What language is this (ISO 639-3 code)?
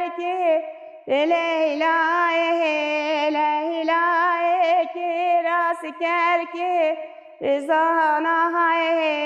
kur